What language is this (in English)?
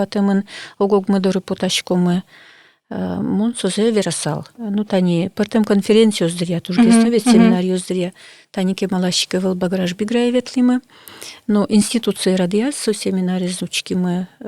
Udmurt